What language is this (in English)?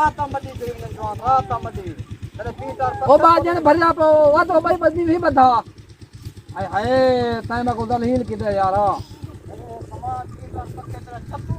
Saraiki